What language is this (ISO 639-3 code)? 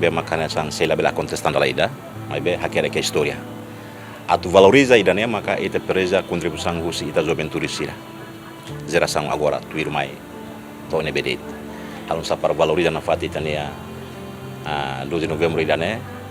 tet